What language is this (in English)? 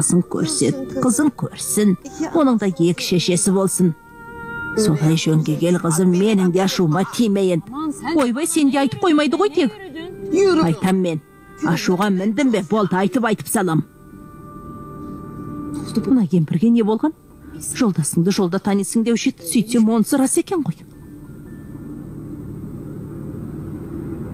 Kazakh